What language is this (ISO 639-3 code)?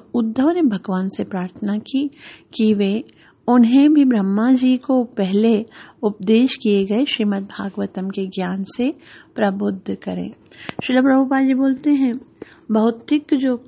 hin